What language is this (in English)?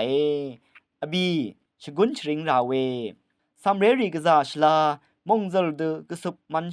Rawang